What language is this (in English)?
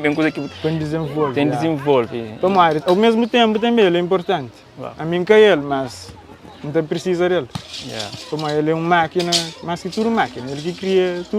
Kabuverdianu